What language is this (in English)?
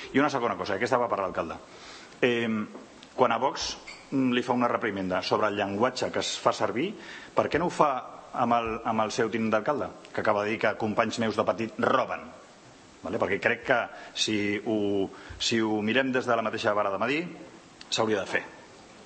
Catalan